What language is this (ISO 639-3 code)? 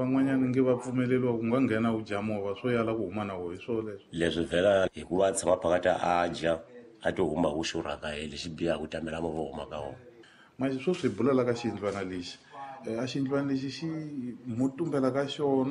tso